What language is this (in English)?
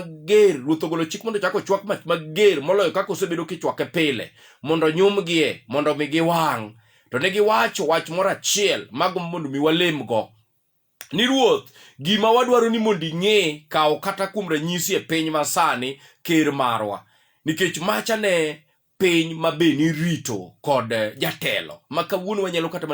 Luo (Kenya and Tanzania)